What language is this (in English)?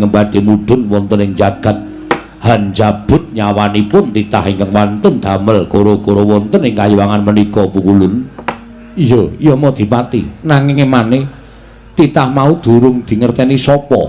Javanese